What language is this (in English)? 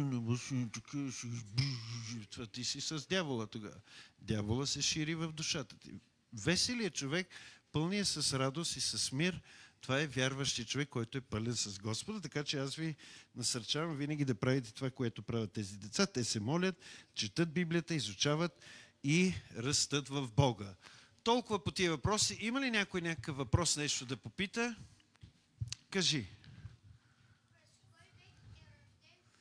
Bulgarian